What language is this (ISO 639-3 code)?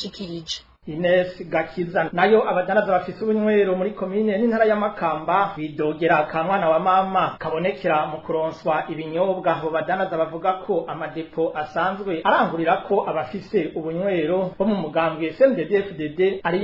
run